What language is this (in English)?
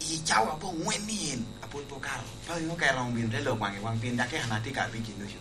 Lango (Uganda)